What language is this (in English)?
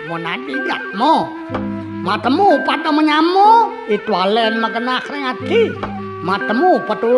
Balinese